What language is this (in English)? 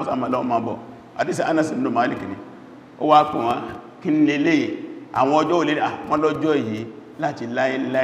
Yoruba